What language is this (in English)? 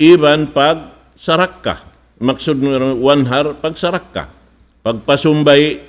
Tausug